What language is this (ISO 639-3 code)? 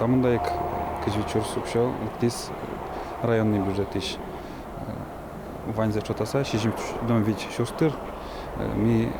udm